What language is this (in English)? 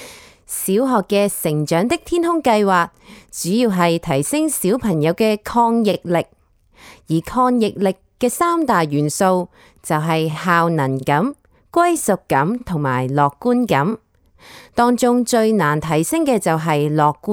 Cantonese